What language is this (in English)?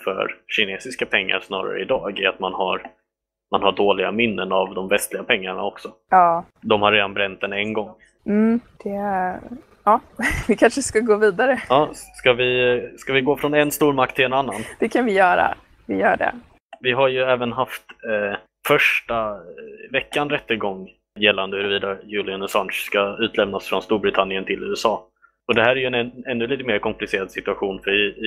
Swedish